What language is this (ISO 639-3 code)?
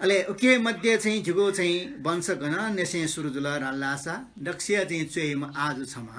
new